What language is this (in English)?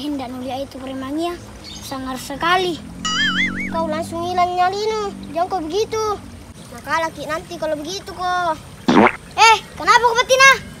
Makassar Malay